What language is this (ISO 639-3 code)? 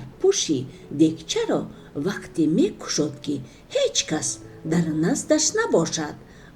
tgk